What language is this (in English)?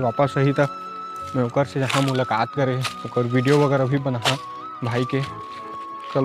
Chhattisgarhi